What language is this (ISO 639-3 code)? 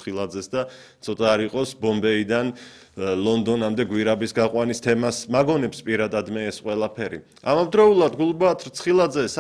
kat